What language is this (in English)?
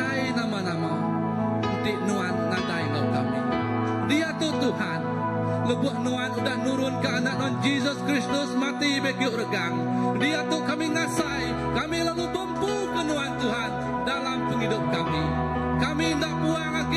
Iban